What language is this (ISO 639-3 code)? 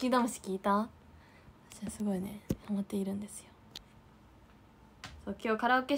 jpn